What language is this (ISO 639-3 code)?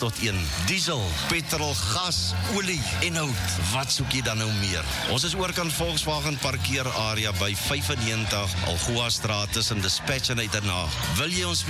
afr